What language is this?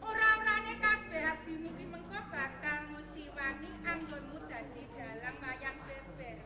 Javanese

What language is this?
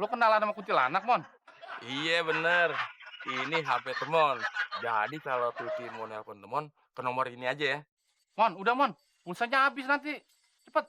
Betawi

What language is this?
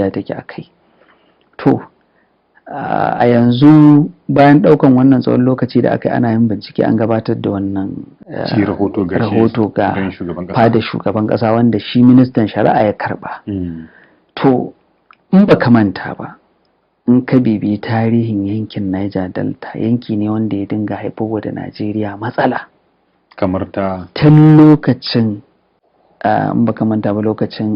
Hausa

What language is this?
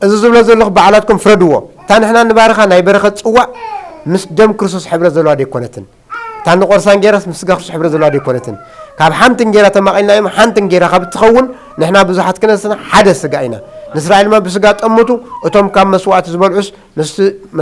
Tigrinya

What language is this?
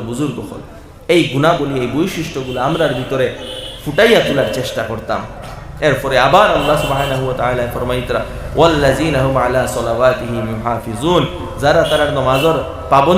Sylheti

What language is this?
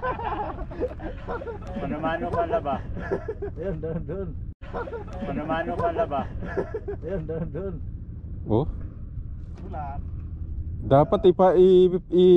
Filipino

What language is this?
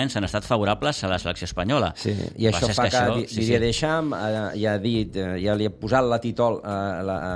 Catalan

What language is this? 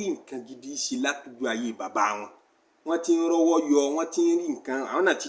Yoruba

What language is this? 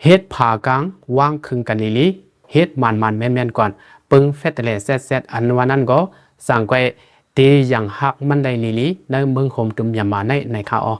Shan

